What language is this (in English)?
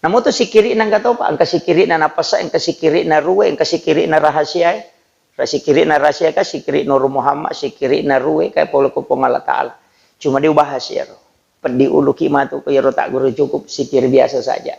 Buginese